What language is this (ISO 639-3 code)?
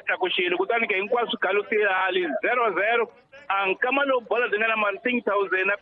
tso